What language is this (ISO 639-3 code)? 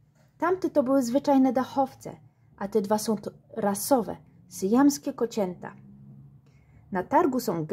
pol